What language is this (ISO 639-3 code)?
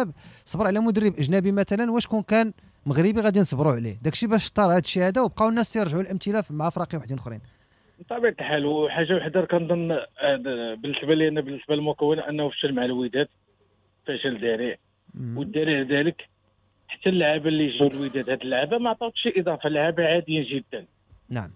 ary